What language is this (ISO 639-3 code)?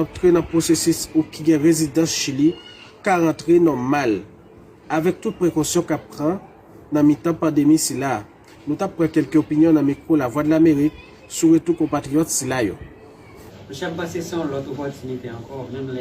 hat